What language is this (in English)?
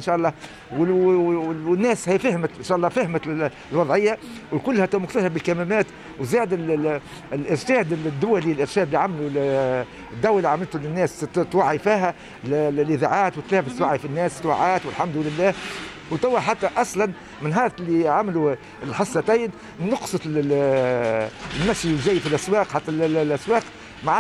Tunisian Arabic